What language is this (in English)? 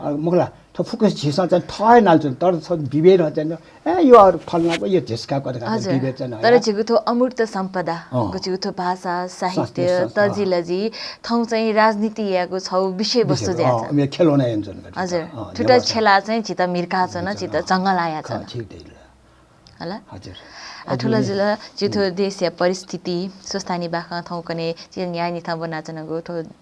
Newari